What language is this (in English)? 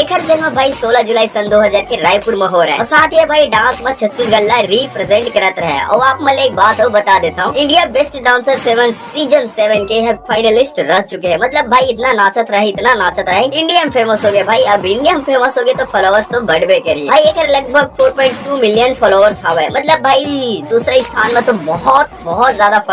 Chhattisgarhi